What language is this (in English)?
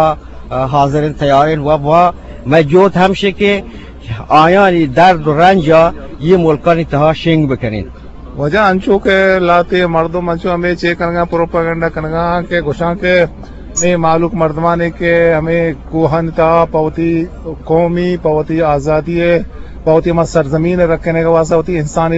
Eastern Balochi